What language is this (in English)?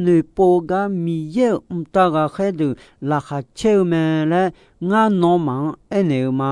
Akha